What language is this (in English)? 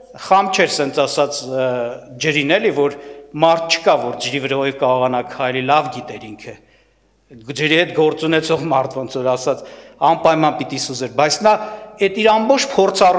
Armenian